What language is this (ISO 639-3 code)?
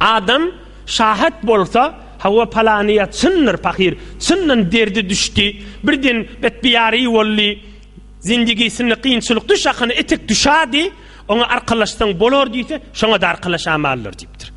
tuk